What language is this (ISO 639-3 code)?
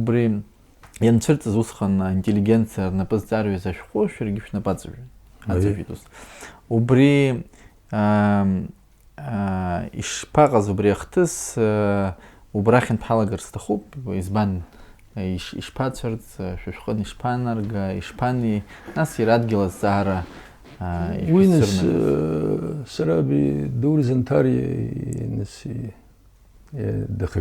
abk